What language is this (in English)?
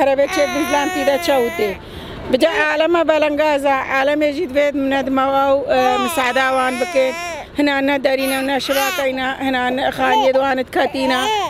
Kurdish